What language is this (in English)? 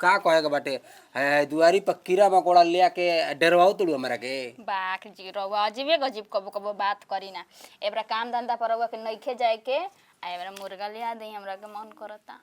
Bhojpuri